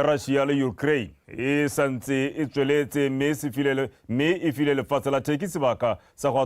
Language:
Tswana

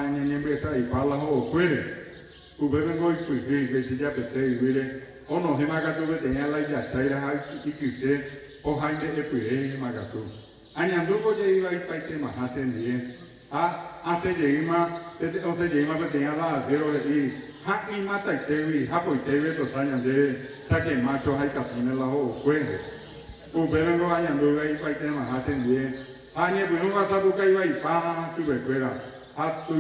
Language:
Guarani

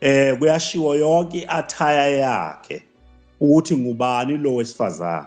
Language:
Zulu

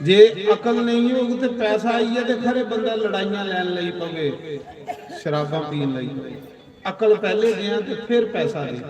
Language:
Dogri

